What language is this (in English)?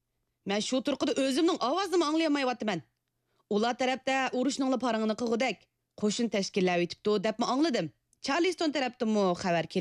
Uyghur